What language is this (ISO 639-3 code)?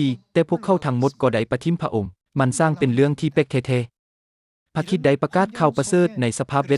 lao